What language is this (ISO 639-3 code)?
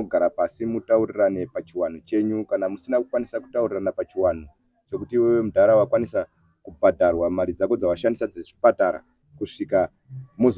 sna